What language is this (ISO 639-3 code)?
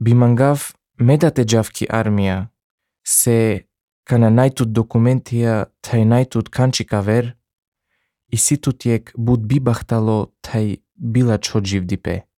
slv